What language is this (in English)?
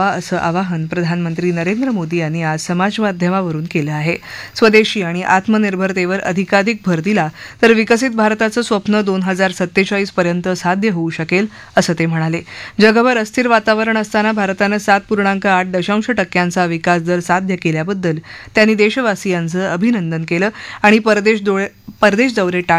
Marathi